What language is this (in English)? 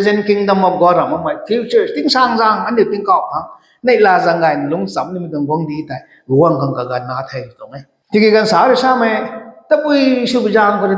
Rongmei Naga